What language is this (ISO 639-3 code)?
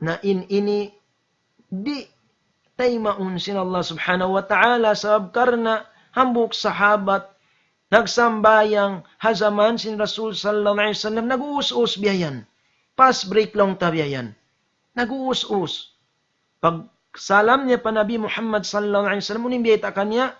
tsg